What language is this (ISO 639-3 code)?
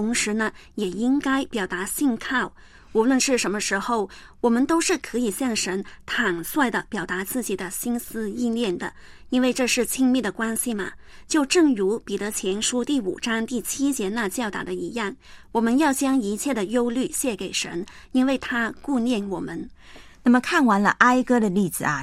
zho